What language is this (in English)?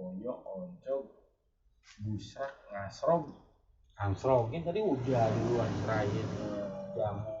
Betawi